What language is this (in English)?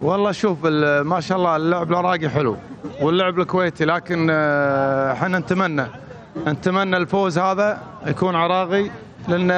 Mesopotamian Arabic